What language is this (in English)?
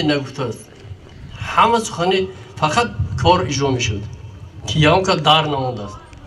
Tajik